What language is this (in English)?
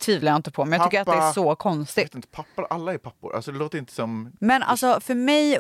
Swedish